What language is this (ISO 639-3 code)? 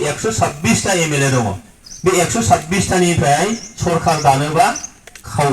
brx